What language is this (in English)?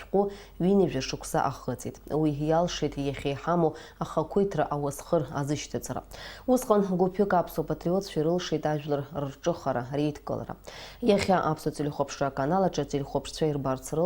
Abkhazian